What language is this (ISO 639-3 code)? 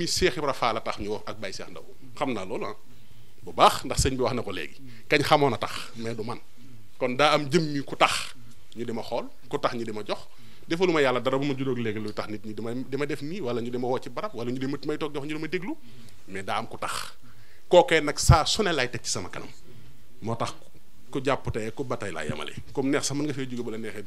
wol